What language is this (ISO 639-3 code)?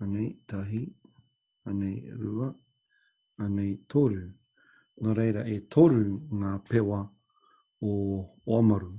mri